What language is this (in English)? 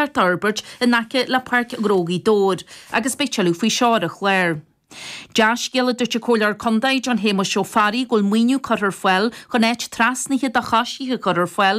Irish